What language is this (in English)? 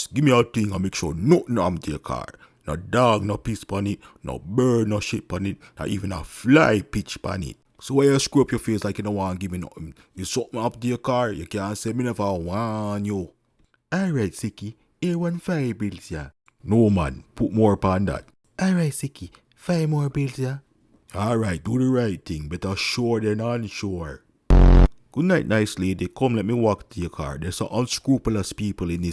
Jamaican Creole English